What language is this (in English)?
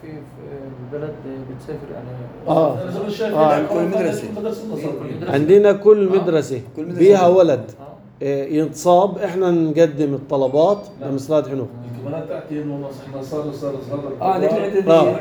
North Levantine Arabic